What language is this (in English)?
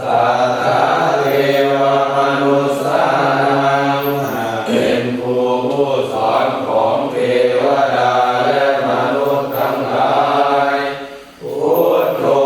Pali